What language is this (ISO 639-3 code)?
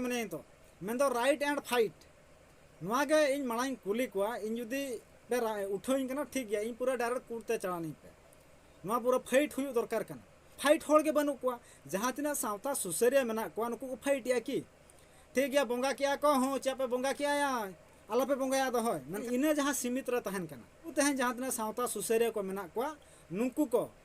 sat